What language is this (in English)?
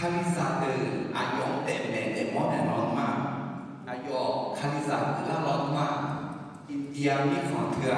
Akha